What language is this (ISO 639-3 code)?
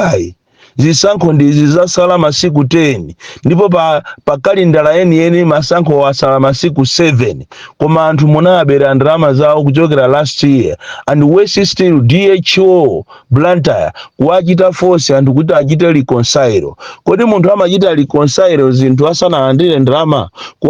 nya